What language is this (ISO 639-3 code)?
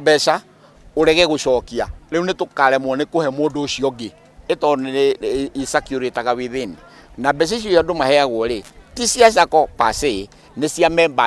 kik